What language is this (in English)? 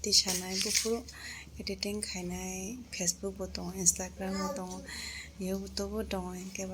Kok Borok